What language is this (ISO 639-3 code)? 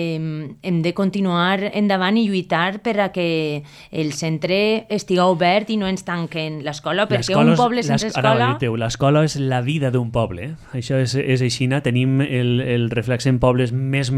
cat